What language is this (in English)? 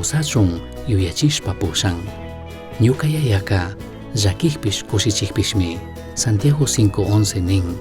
Chimborazo Highland Quichua